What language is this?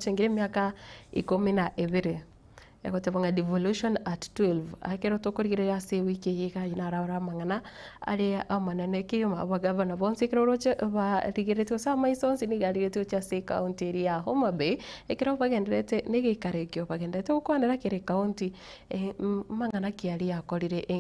Gusii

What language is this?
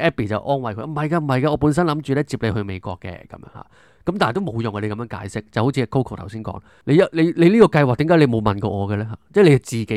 Cantonese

